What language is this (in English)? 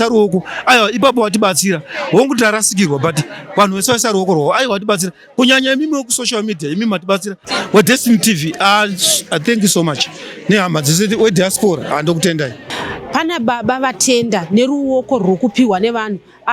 Shona